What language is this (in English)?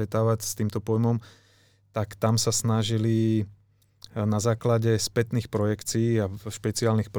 Slovak